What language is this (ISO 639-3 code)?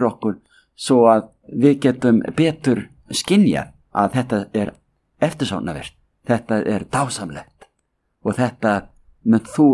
isl